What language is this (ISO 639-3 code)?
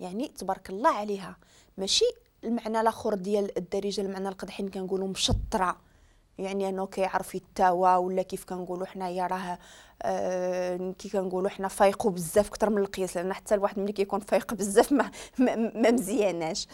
ary